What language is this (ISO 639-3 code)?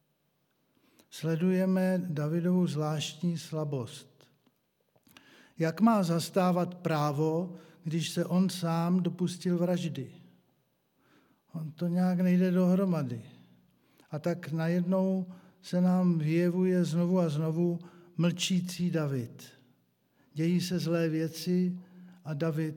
ces